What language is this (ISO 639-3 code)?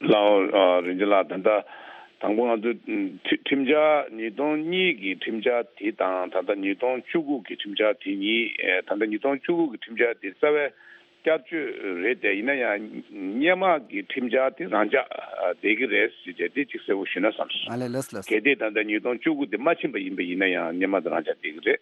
bod